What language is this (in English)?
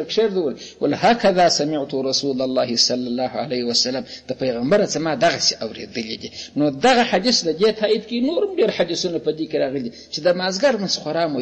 Pashto